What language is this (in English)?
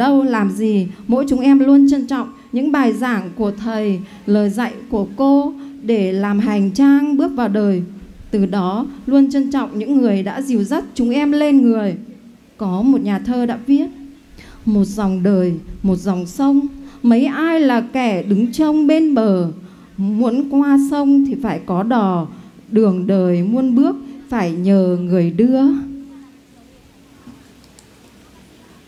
Vietnamese